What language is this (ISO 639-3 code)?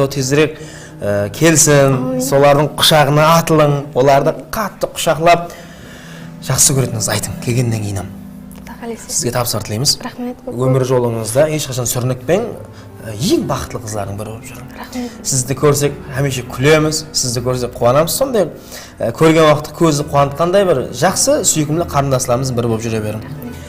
kaa